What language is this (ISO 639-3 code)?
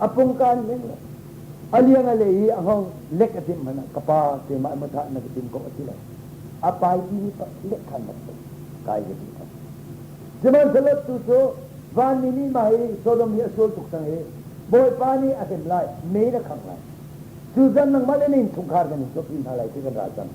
cnh